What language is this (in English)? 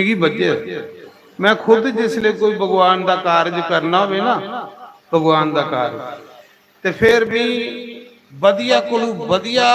Dogri